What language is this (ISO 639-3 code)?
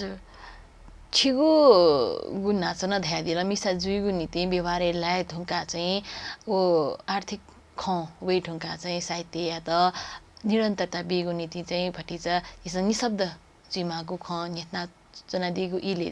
new